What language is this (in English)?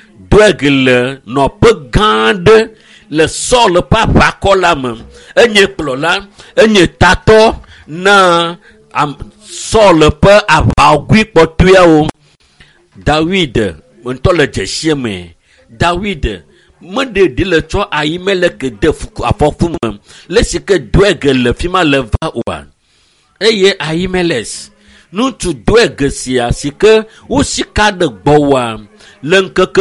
Ewe